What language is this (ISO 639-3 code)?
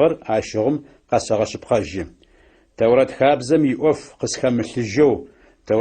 ady